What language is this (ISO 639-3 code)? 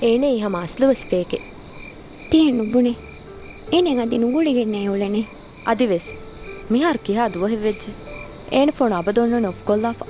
div